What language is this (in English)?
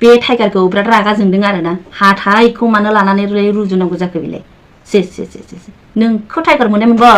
Bodo